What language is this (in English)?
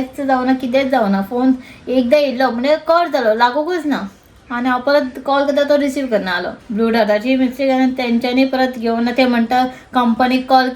Konkani